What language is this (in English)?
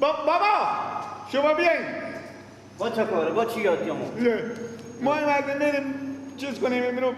Persian